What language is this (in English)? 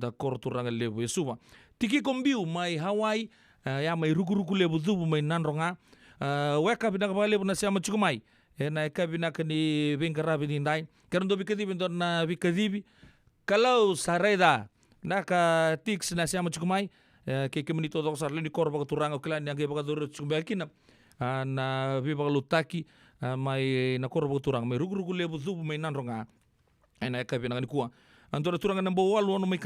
Fijian